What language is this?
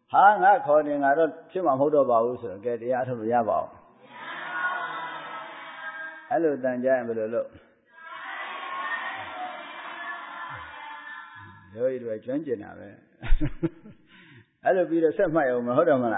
Burmese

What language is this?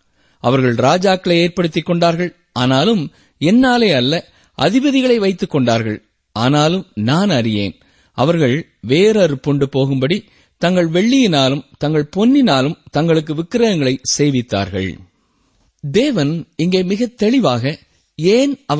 Tamil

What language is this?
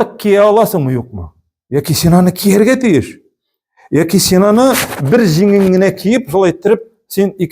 Tatar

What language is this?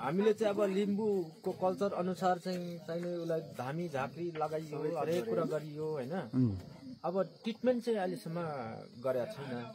Nepali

